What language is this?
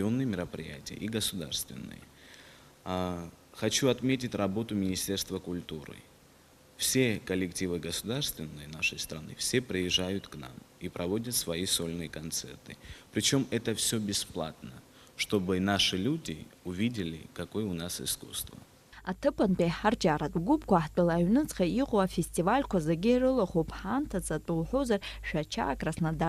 Abkhazian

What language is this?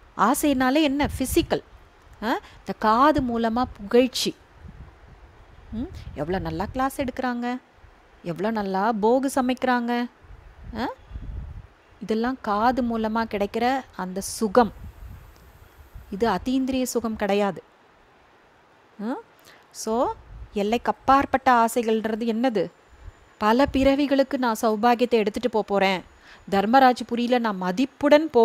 Tamil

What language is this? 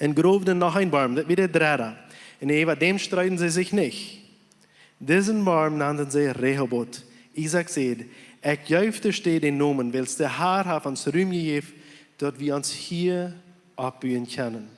Plautdietsch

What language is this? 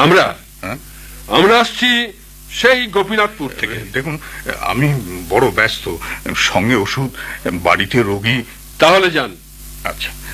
Bangla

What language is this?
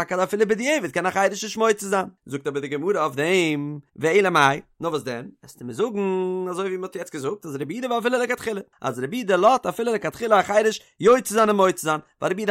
Yiddish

